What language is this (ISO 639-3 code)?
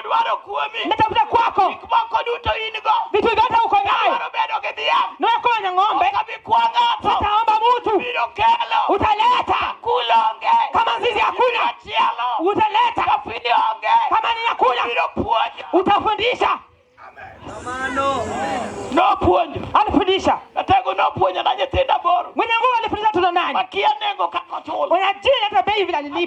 luo